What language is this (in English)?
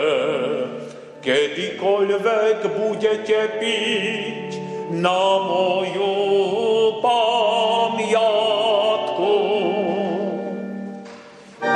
Slovak